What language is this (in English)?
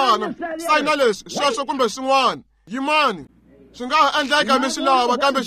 Tsonga